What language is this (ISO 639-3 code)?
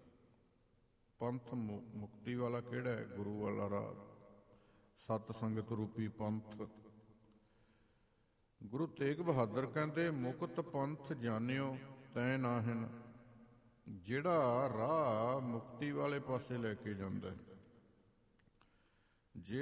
pan